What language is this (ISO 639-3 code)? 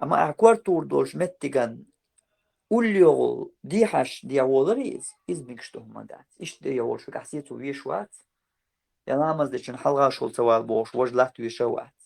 che